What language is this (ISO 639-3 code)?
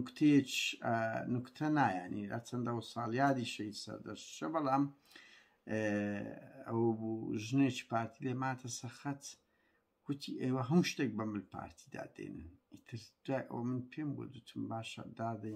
ckb